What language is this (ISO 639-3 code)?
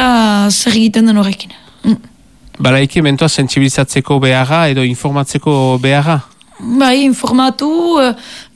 eus